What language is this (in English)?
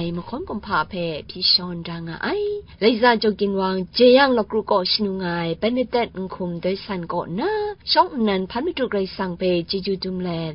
Kachin